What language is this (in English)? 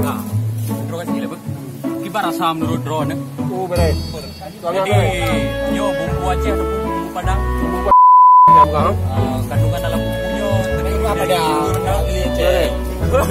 Achinese